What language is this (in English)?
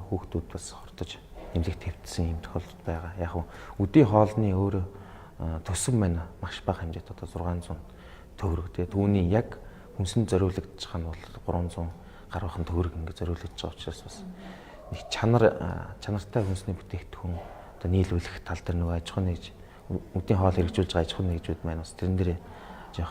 Mongolian